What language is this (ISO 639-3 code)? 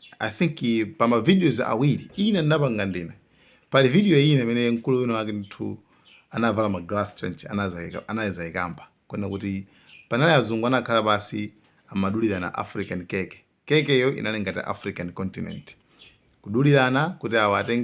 nya